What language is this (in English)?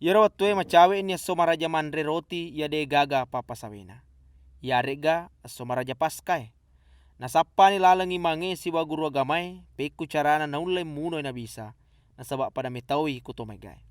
Buginese